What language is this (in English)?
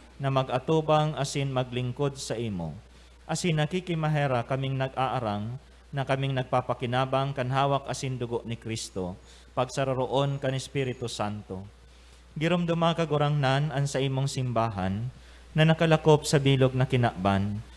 Bikol